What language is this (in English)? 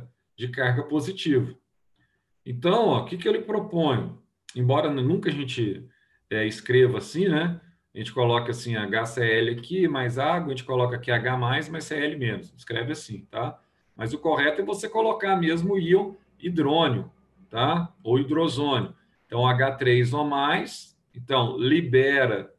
Portuguese